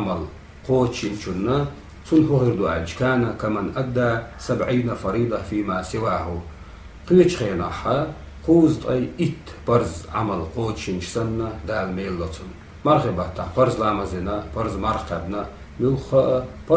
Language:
Chechen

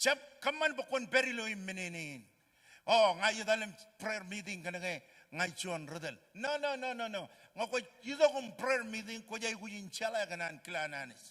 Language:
Marshallese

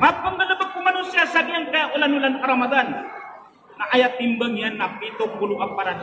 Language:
Maranao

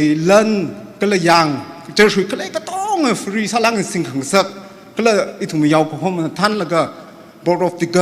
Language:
Tangkhul Naga (India)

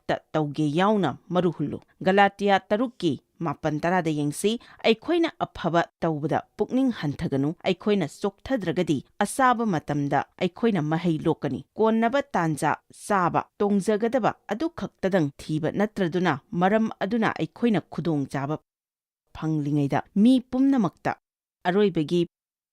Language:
Manipuri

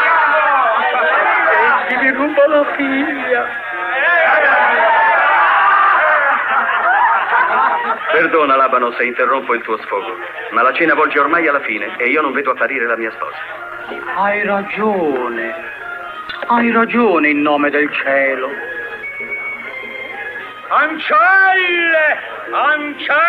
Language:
Italian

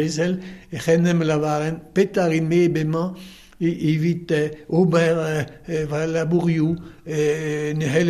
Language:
Breton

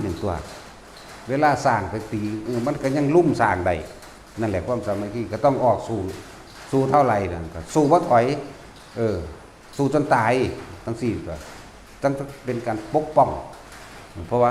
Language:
Northeastern Thai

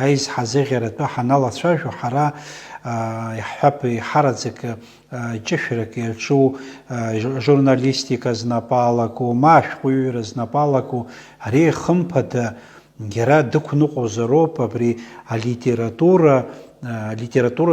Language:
Abkhazian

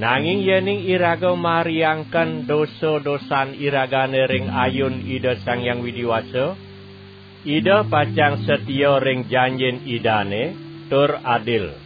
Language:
Balinese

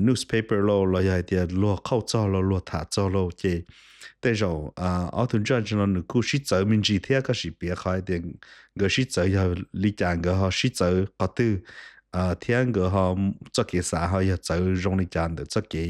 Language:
Hmong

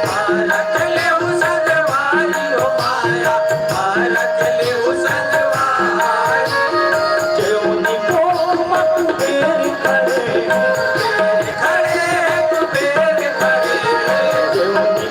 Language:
Chhattisgarhi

